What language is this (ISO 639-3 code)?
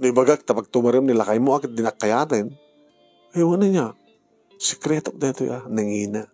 ilo